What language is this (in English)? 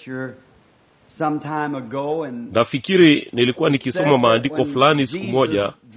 Swahili